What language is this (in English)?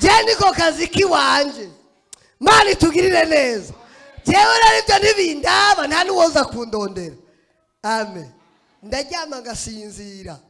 Rundi